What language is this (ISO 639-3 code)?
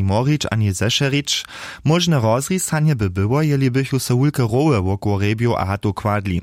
hsb